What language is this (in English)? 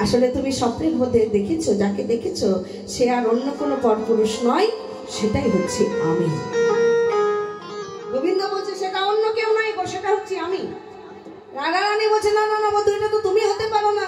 Bangla